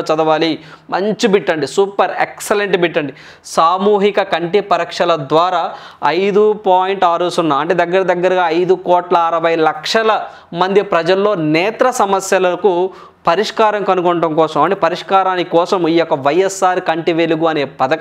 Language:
Telugu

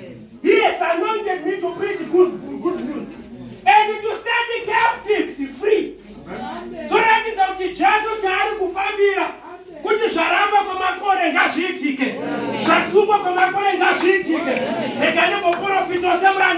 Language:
Shona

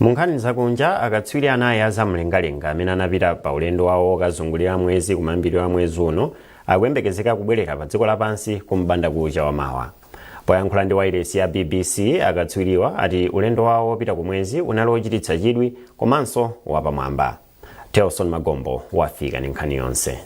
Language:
Nyanja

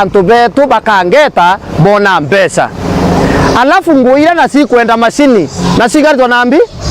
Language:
Meru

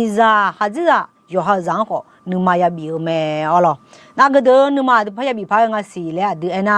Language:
Akha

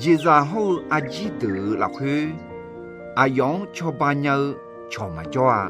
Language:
Akha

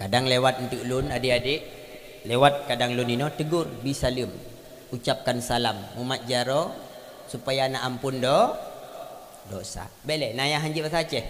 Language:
Achinese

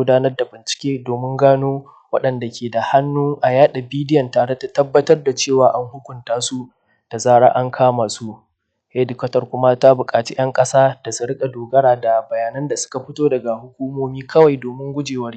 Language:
Hausa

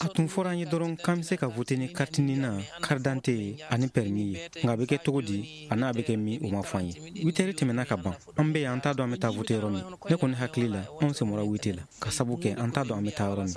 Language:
Bambara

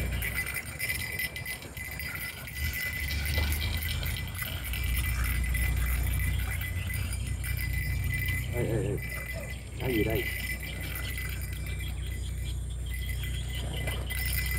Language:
Vietnamese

